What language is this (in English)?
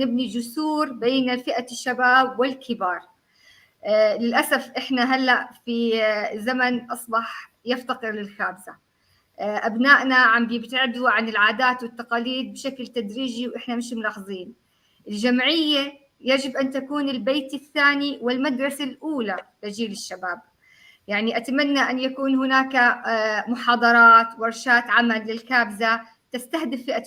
North Levantine Arabic